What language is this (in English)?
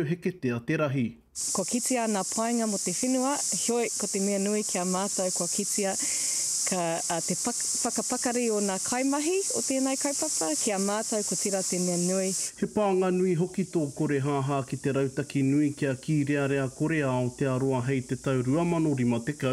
Māori